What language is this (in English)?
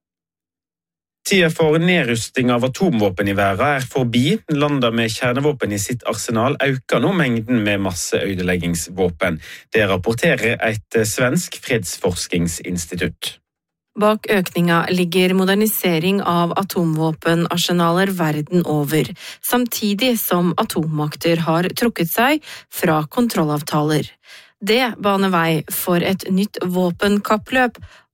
Norwegian